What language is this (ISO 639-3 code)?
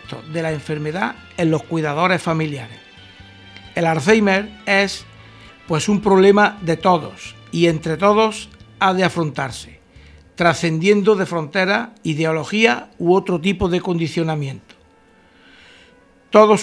spa